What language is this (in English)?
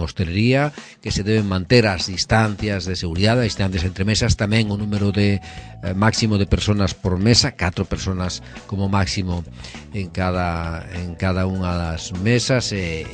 Galician